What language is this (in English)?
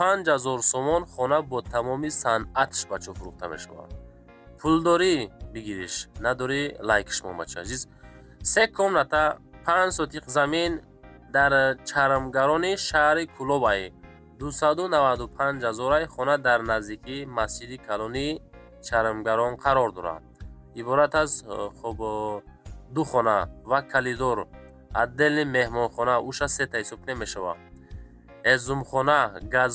Tajik